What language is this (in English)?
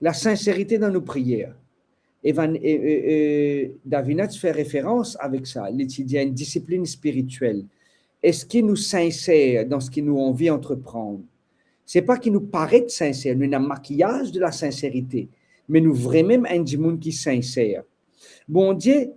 Morisyen